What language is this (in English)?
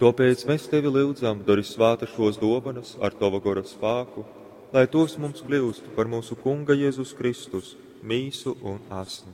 Latgalian